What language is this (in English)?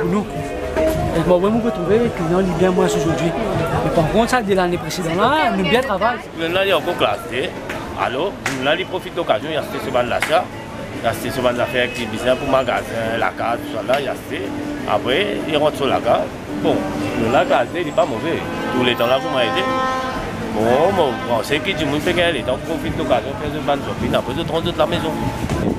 Morisyen